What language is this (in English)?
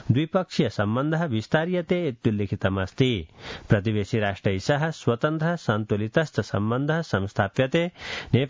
Sanskrit